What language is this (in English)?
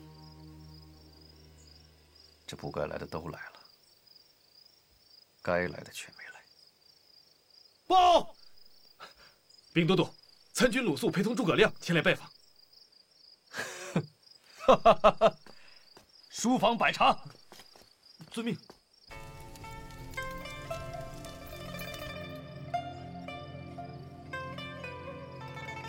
Chinese